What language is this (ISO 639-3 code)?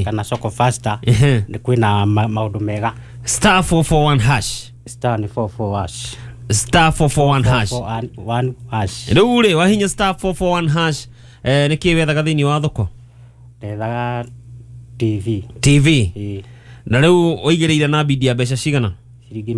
kik